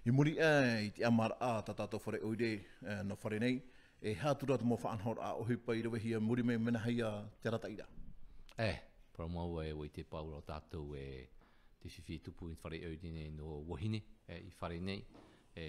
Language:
Tahitian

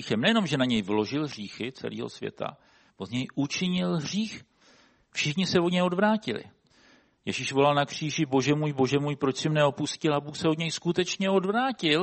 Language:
Czech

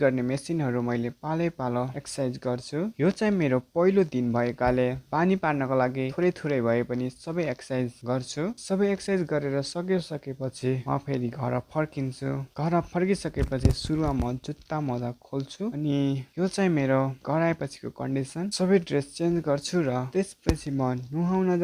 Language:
Nepali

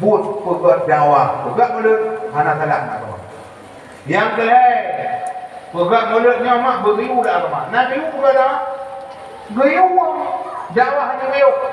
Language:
Achinese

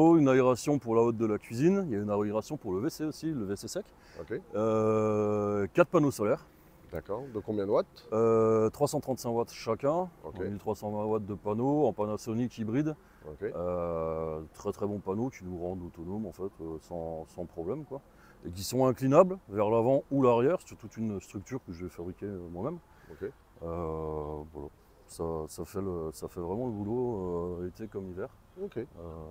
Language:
French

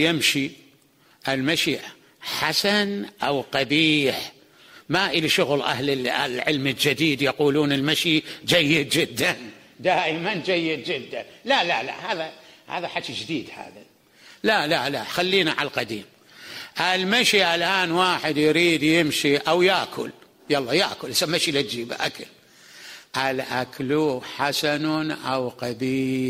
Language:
Mesopotamian Arabic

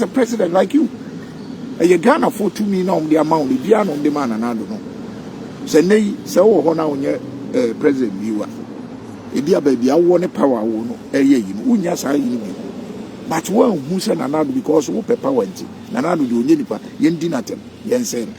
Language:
Akan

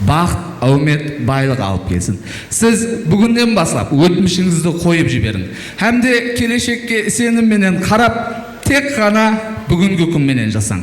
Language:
Kara-Kalpak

